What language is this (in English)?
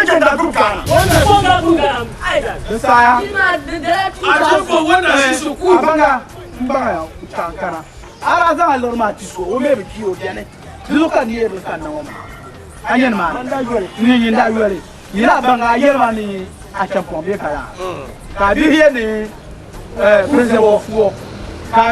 Dagbani